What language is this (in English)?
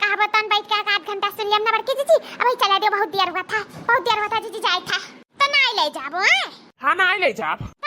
Awadhi